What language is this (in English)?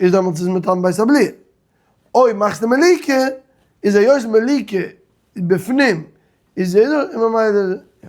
Yiddish